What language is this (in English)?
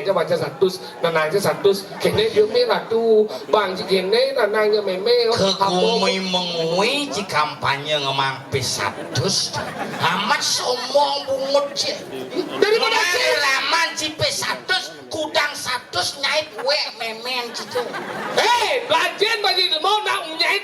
Balinese